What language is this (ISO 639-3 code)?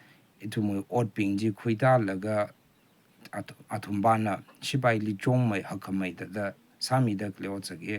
raw